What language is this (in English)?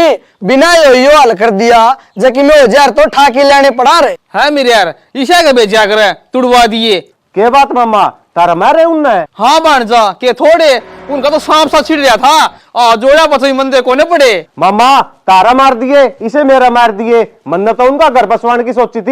Haryanvi